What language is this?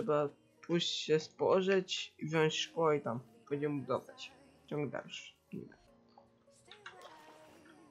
Polish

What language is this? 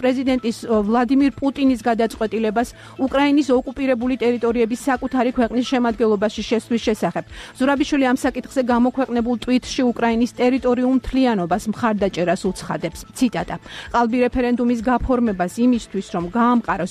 Georgian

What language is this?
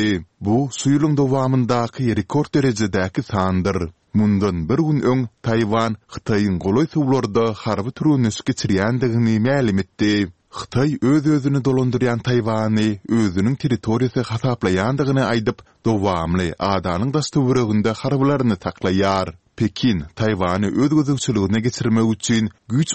Turkmen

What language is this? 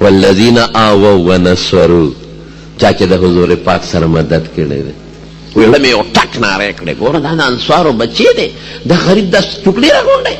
Pashto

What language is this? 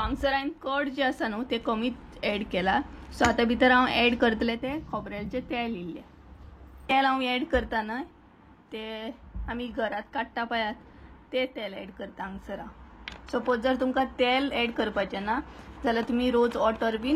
Konkani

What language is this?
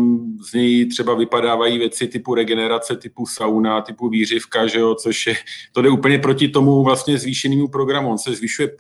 Czech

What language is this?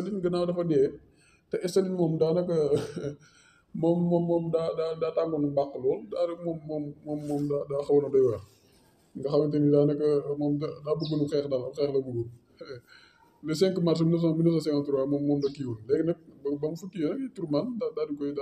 Wolof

